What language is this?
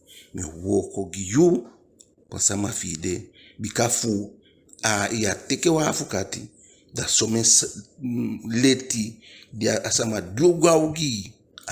Eastern Maroon Creole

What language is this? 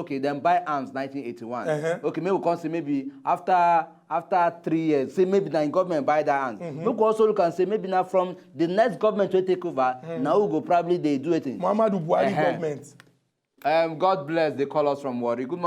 Nigerian Pidgin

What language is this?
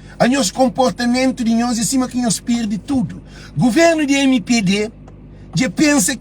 Kabuverdianu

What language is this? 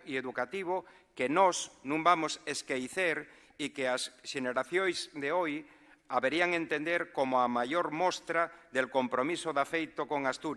Asturian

